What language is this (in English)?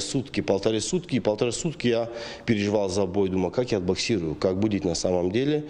Ossetic